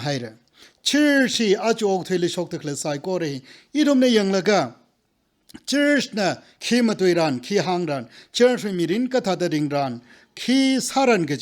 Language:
Tangkhul Naga (India)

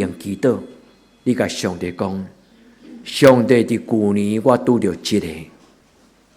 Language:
Min Nan Chinese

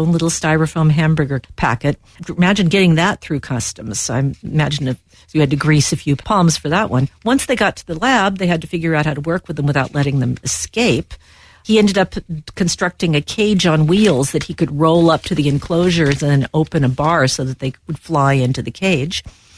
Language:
English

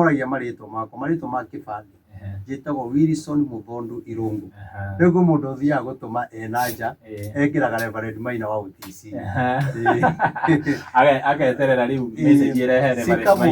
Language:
Kikuyu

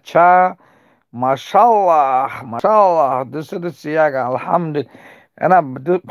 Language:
Tajik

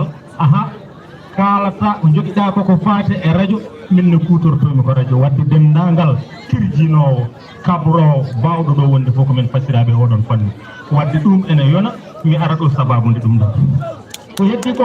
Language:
Fula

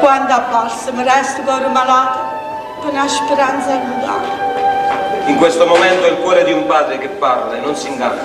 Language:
Neapolitan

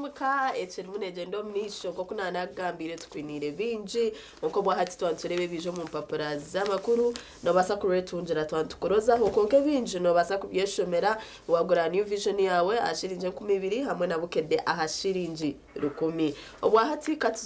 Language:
Nyankole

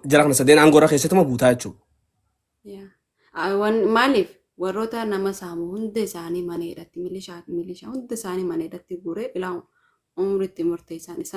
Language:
Oromo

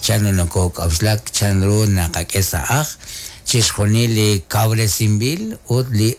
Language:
Kekchí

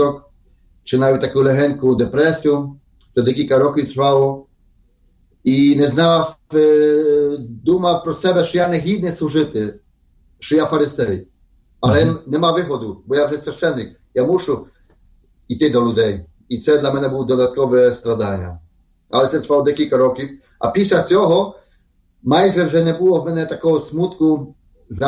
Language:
Ukrainian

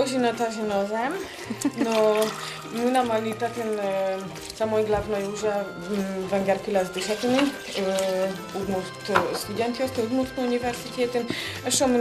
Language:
Udmurt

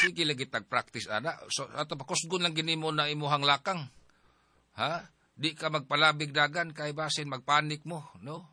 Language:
Cebuano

